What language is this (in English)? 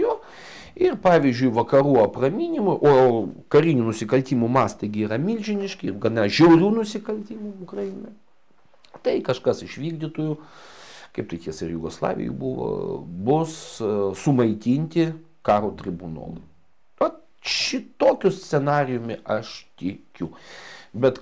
Lithuanian